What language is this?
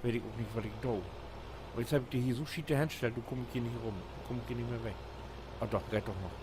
Low German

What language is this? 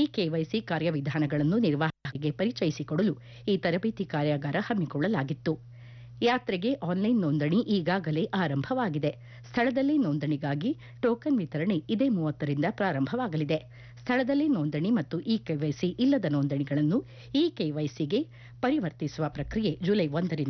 Kannada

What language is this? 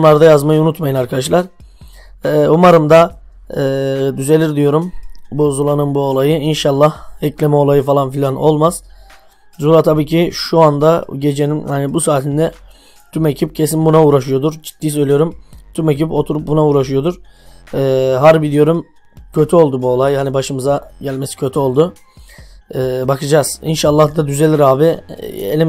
Turkish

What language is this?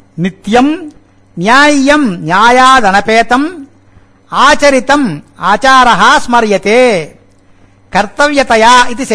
Sanskrit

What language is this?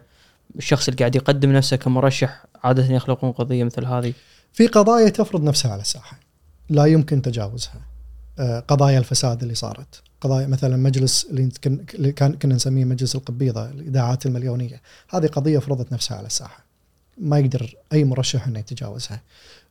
Gulf Arabic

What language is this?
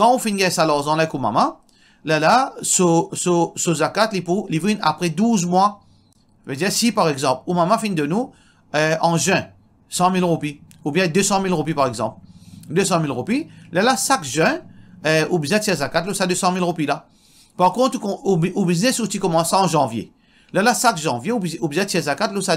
Morisyen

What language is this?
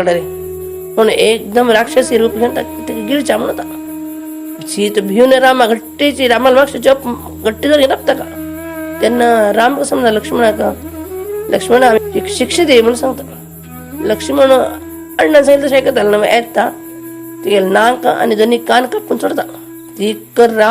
Konkani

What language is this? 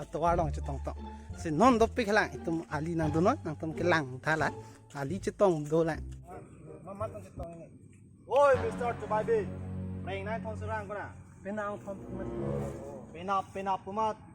Karbi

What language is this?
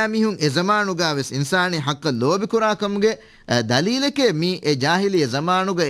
Divehi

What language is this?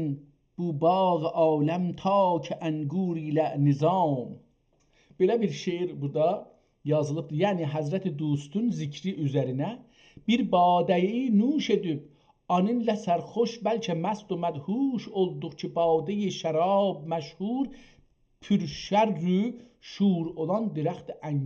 South Azerbaijani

